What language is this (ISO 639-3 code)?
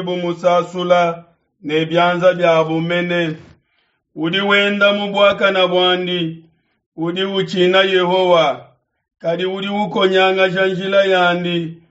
lua